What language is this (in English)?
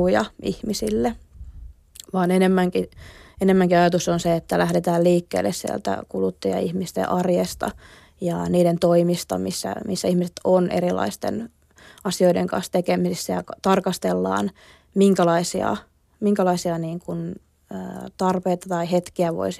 Finnish